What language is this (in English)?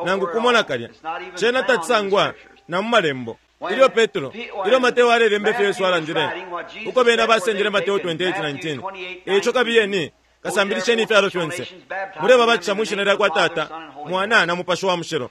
Bemba